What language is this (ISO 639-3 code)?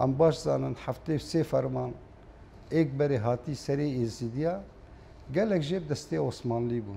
kur